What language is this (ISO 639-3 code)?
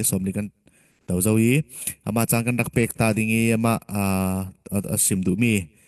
cfm